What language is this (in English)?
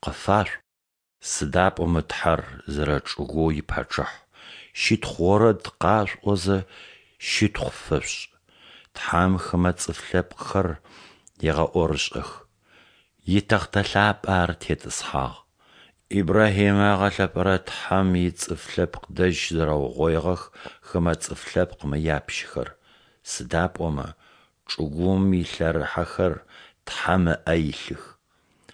Adyghe